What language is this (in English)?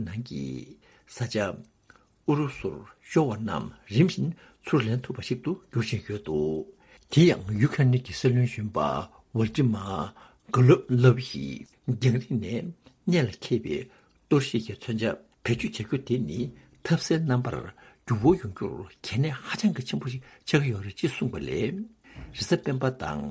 Tibetan